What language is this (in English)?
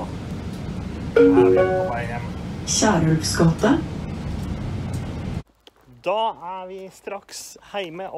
Norwegian